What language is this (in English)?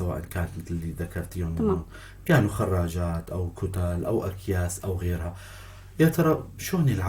North Levantine Arabic